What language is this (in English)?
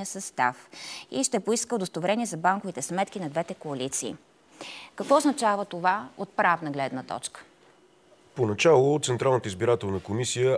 Bulgarian